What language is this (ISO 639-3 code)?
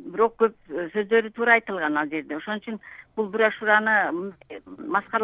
kir